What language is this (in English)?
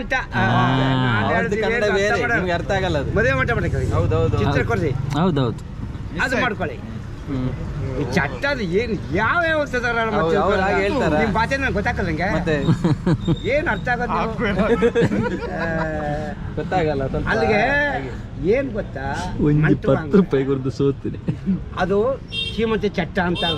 Tulu